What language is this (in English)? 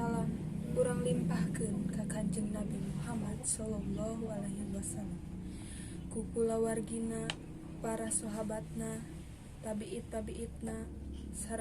Sundanese